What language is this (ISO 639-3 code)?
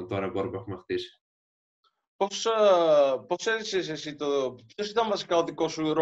ell